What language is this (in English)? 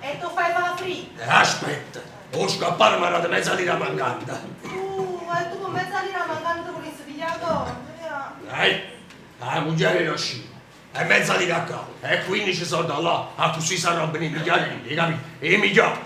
Neapolitan